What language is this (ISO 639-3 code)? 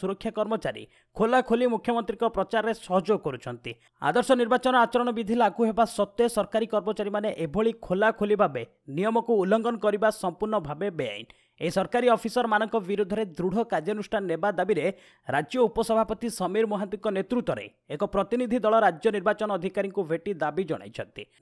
ori